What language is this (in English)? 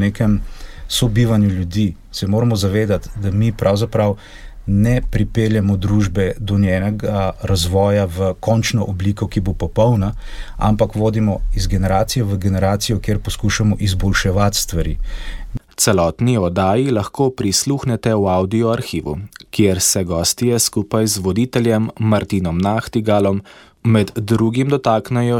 Slovenian